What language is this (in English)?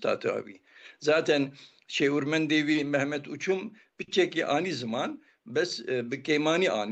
Kurdish